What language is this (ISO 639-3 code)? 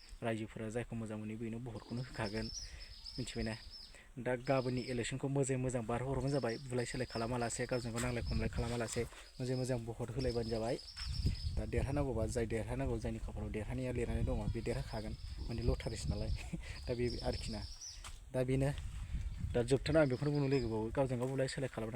brx